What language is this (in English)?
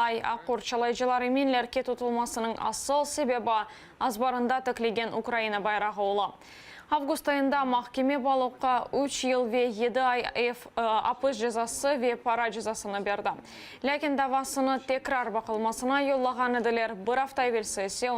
Crimean Tatar